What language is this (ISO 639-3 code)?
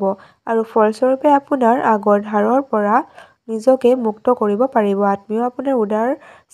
asm